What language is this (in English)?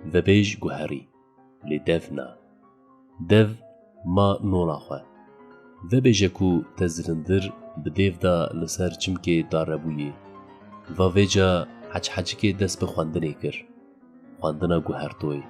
Kurdish